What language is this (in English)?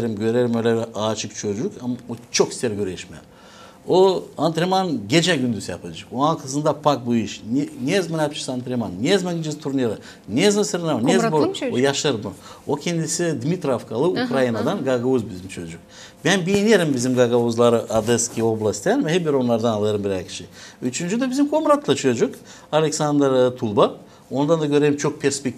Gagauz